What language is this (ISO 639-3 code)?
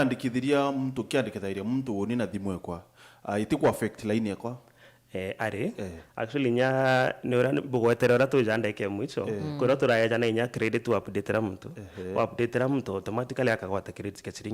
mer